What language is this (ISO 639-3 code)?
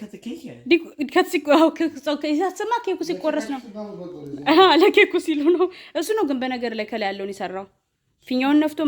amh